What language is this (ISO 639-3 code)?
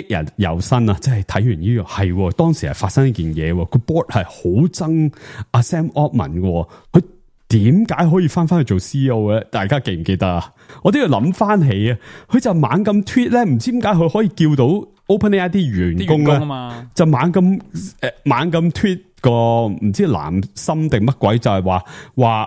yue